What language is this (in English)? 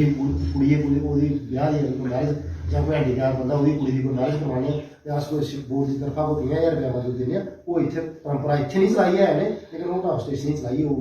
Dogri